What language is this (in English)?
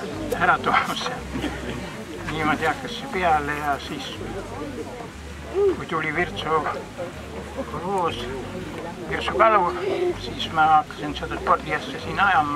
Estonian